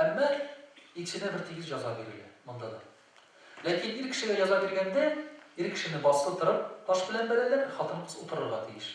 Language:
Tatar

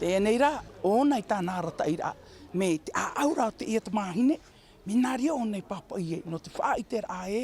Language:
Tahitian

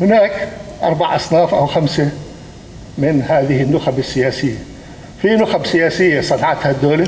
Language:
North Levantine Arabic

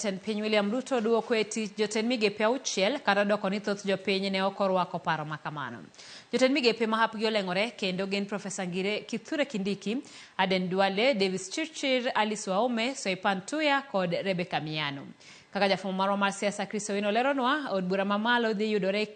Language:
Luo (Kenya and Tanzania)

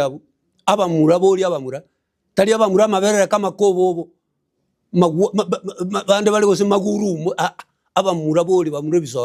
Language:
Gusii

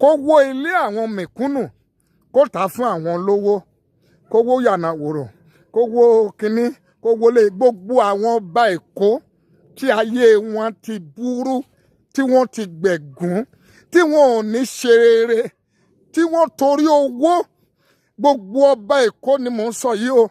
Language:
Yoruba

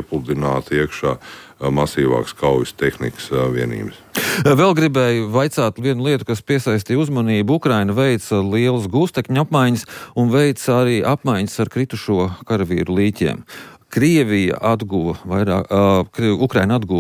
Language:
Latvian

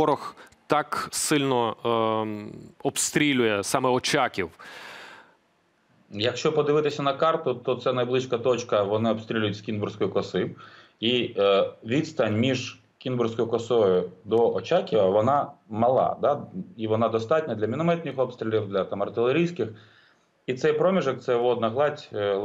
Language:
Ukrainian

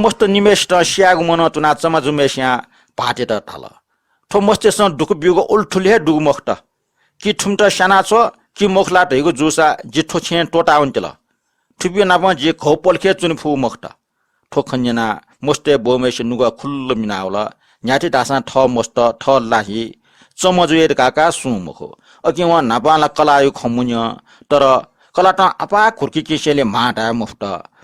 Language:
Newari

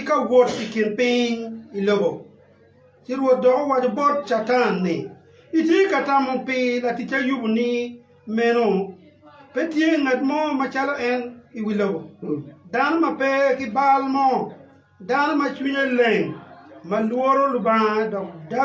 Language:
Acoli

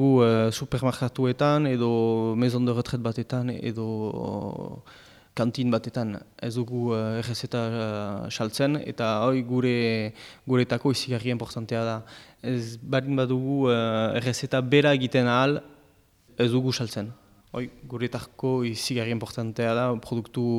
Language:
Basque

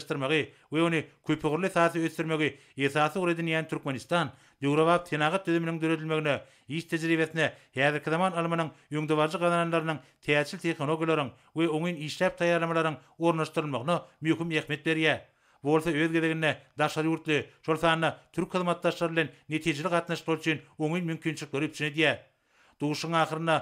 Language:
Turkmen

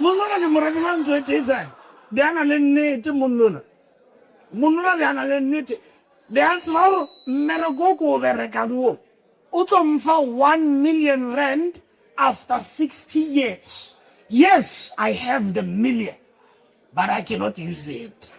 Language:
Northern Sotho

